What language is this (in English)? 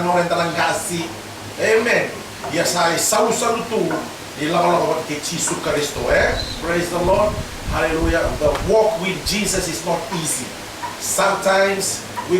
Fijian